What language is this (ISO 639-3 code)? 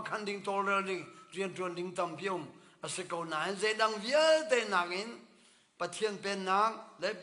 cnh